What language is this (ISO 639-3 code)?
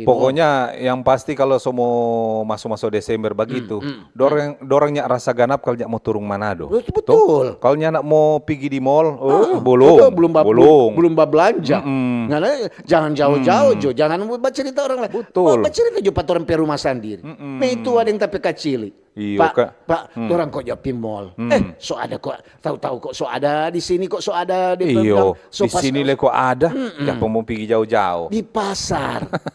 xmm